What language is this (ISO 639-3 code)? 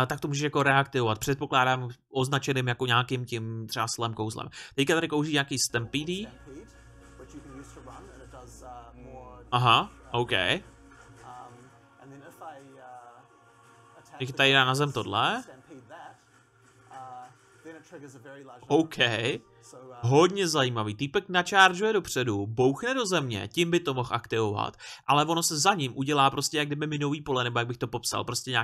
ces